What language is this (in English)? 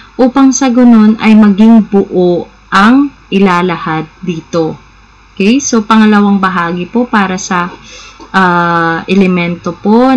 Filipino